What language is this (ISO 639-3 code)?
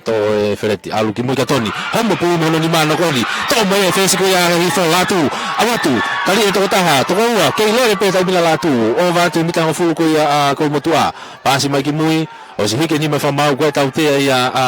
ton